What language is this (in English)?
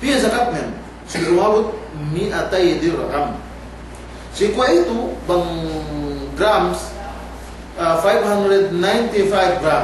Yakan